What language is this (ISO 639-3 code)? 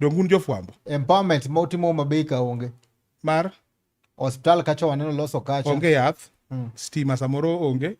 luo